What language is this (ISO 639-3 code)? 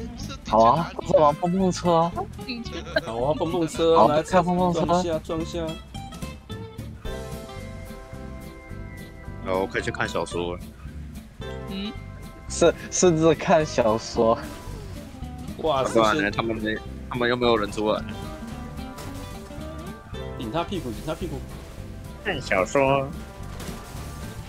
zho